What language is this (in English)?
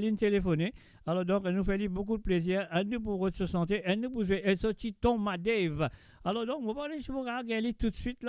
Morisyen